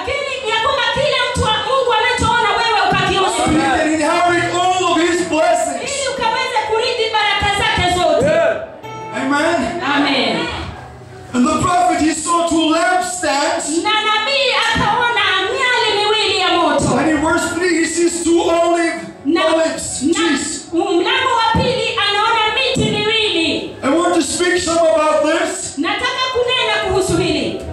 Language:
Swahili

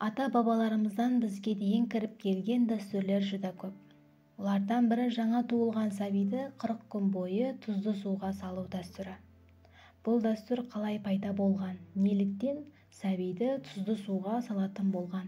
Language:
Kara-Kalpak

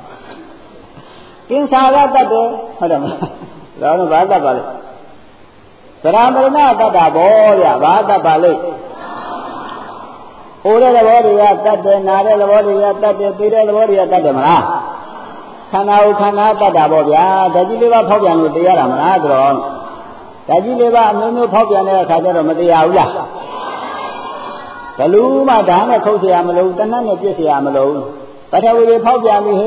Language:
Burmese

